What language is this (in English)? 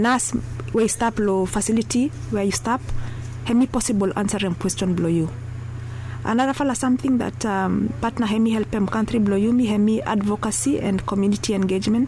Bislama